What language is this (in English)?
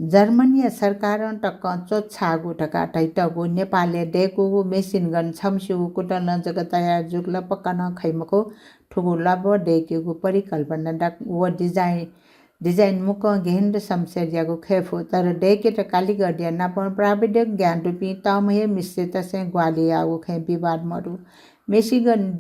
Newari